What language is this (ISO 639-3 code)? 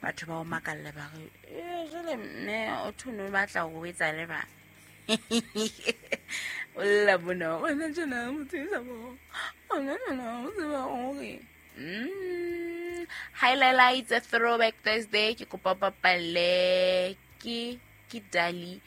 sot